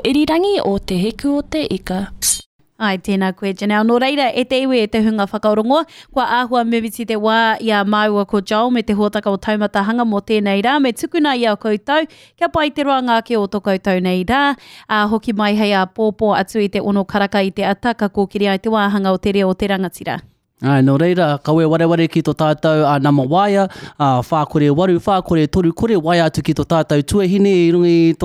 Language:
Māori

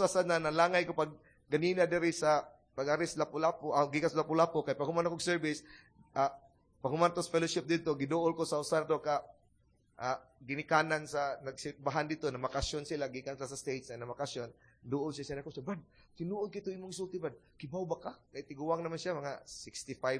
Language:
Cebuano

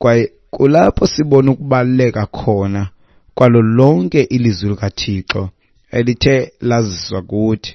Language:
Xhosa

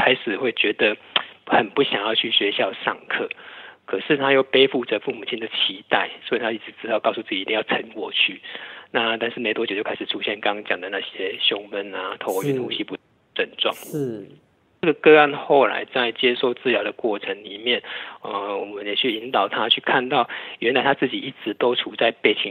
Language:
Chinese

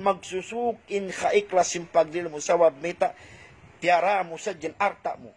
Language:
Tausug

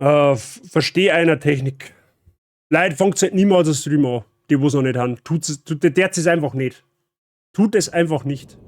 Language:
Bavarian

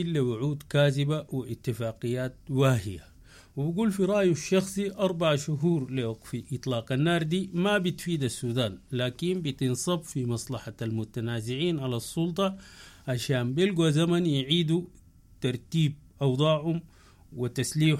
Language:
Sudanese Arabic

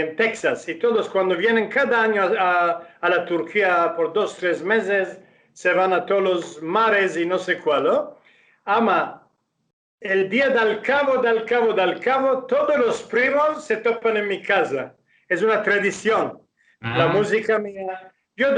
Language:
Ladino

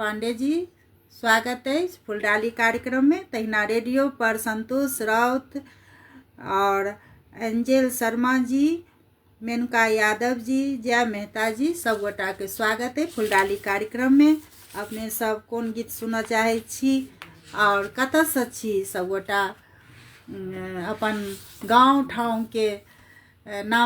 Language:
Maithili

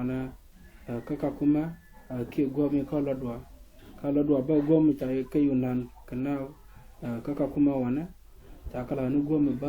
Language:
Nuer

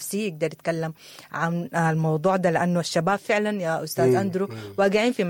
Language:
Sudanese Arabic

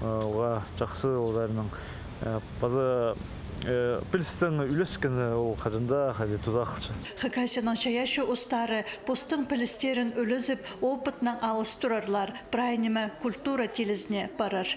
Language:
Khakas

